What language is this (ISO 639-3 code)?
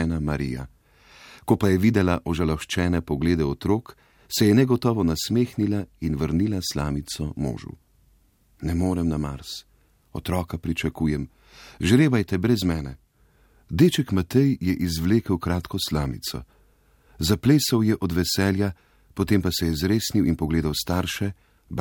slv